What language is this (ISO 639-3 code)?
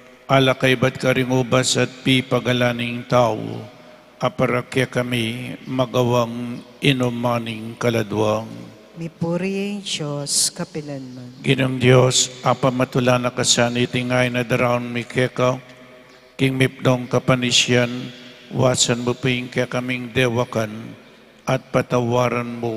pam